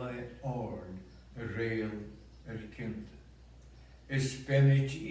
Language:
Scottish Gaelic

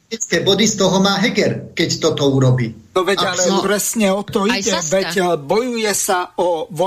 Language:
Slovak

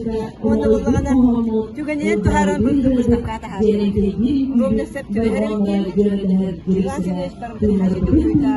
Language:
Yakut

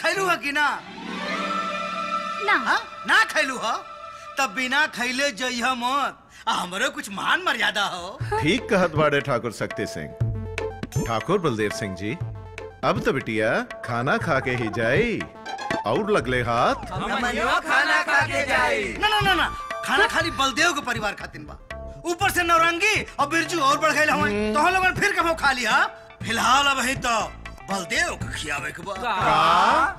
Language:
Bhojpuri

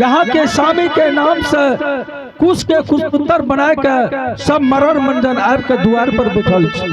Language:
Angika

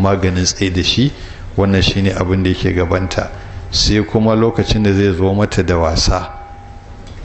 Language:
Hausa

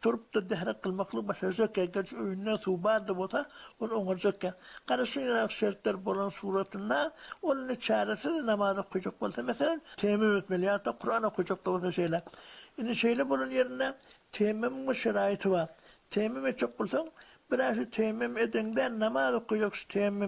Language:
Turkmen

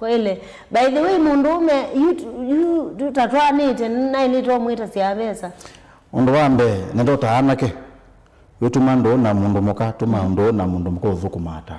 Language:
Kamba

